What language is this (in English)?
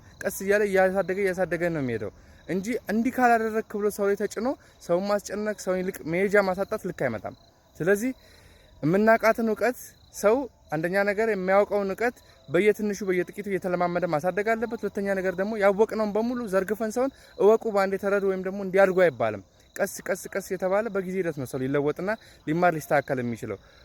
Amharic